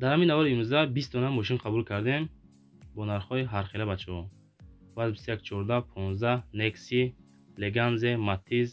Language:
Tajik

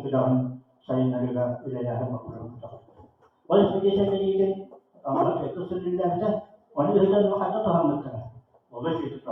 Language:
Yakut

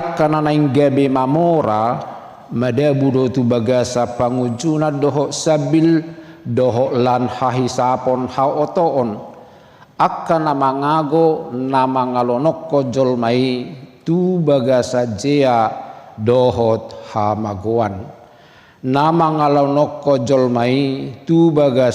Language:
Batak Toba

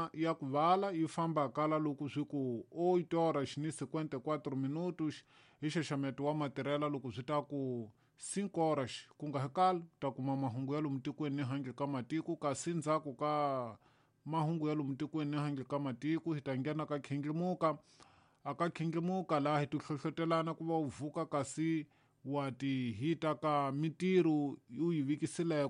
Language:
Tsonga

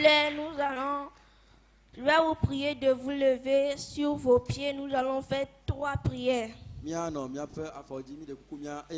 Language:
Ewe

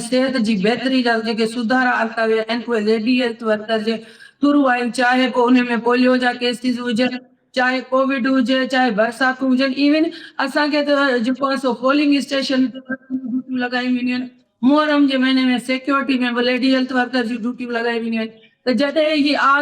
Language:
Sindhi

